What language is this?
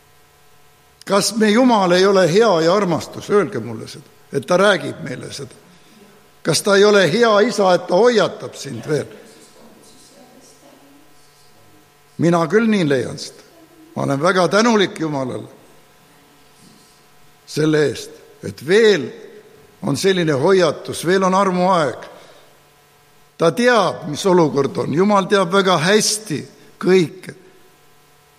Estonian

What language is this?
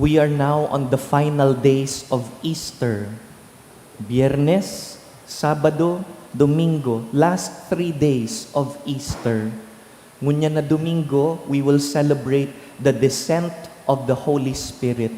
Bikol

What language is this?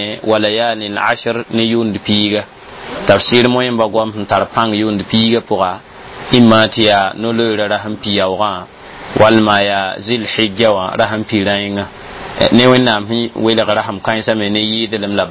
Mossi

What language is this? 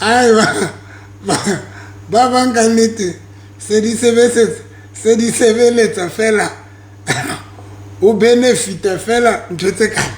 Southern Sotho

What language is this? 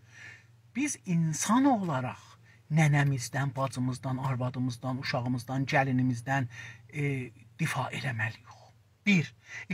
South Azerbaijani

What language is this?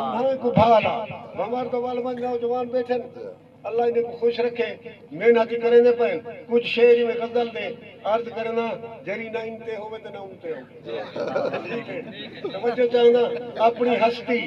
Saraiki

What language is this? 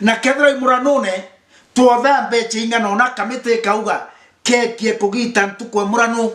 Meru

